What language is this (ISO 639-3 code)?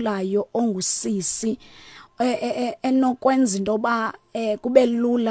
xho